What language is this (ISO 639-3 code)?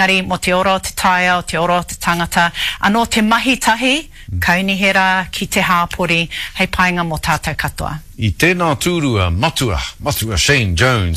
mri